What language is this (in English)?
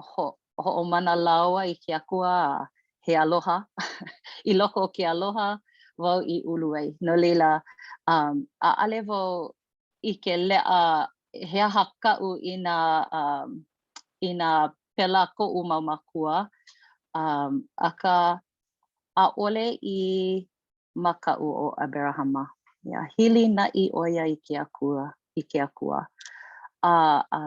Hawaiian